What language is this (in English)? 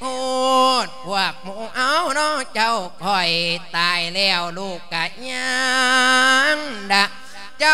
Lao